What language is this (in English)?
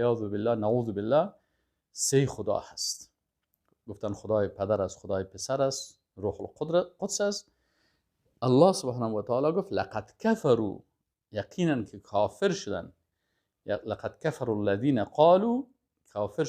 Persian